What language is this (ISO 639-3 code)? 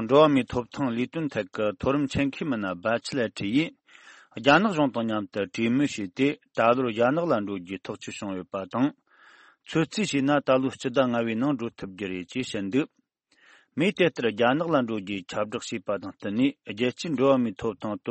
bod